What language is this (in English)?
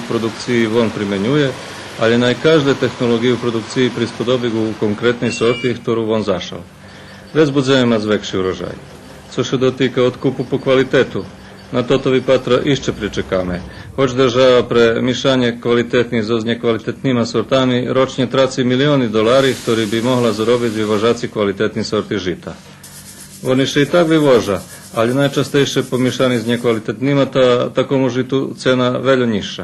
Rusyn